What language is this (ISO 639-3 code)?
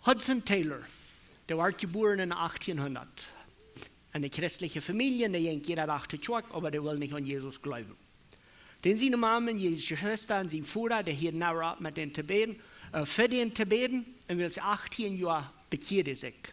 pdt